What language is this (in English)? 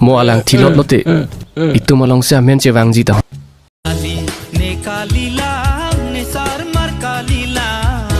Karbi